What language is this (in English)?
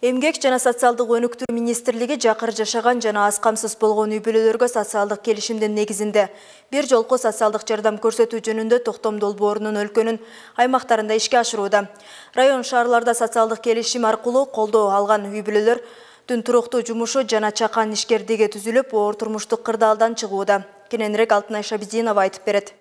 Kyrgyz